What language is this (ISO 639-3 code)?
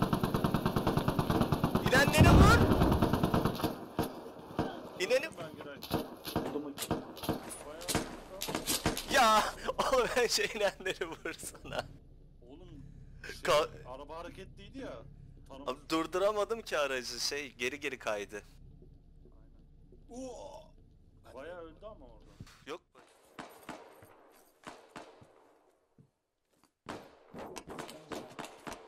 tur